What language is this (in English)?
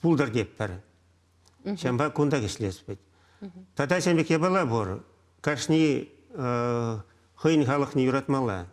Chuvash